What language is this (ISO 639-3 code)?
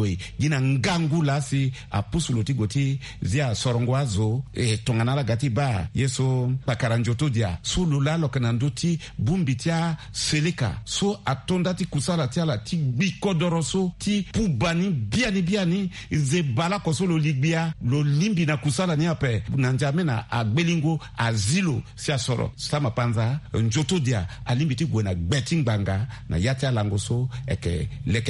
sag